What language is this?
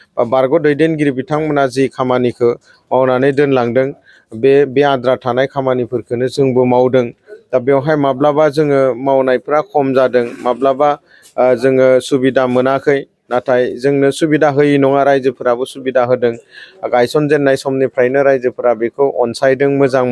Bodo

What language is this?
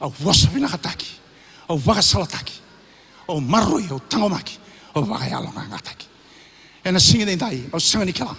Fijian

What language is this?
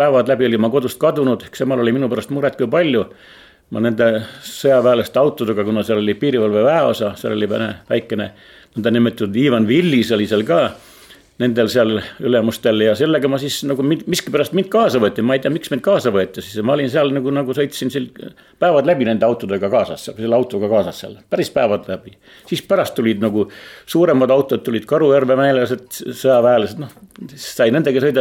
Estonian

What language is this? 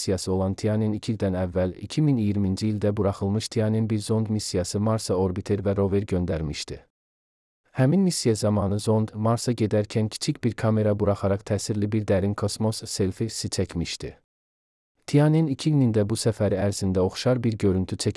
Azerbaijani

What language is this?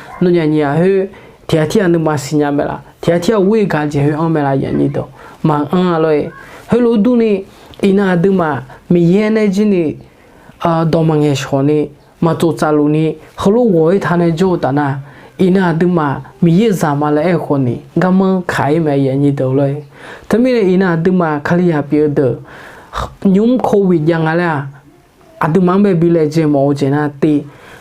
Akha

